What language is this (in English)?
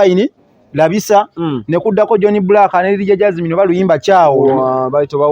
Ganda